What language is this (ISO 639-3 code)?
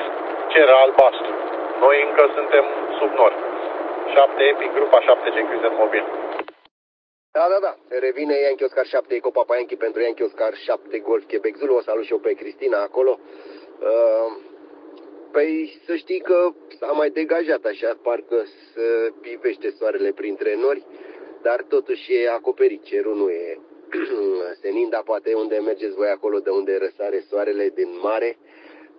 ron